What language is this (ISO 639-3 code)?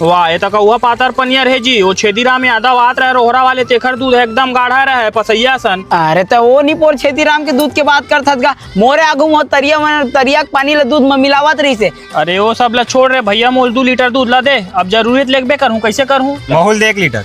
hne